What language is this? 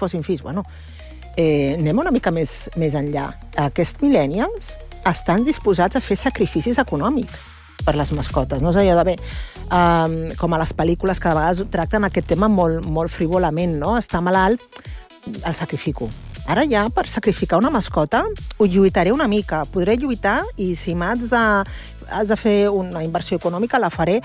Catalan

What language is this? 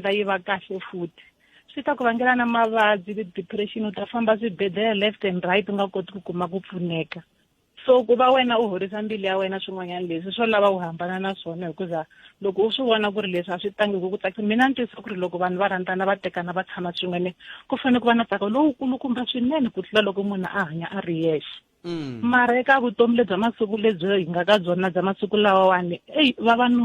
Tsonga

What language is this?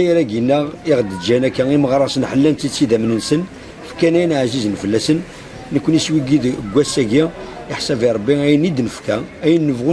Kabyle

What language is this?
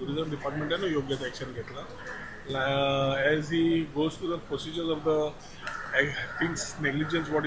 Konkani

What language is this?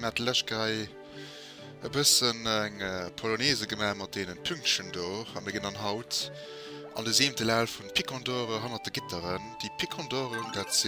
Luxembourgish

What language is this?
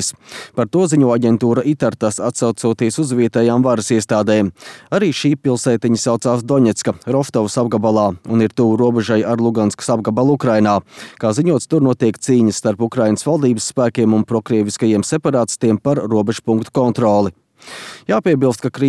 Latvian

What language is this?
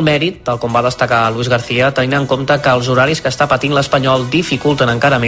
Catalan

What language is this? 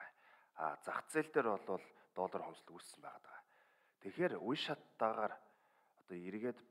Mongolian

